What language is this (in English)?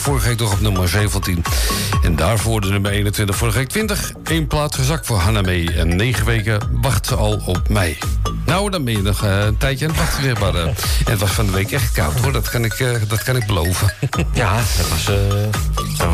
Dutch